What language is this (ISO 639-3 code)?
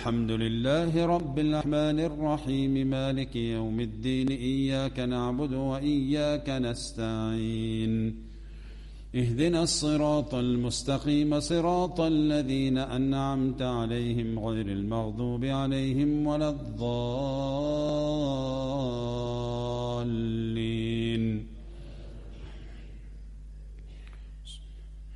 ara